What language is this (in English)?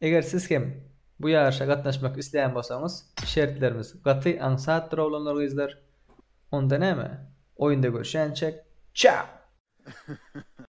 Turkmen